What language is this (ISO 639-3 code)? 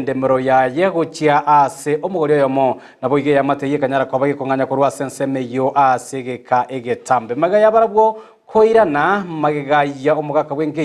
guz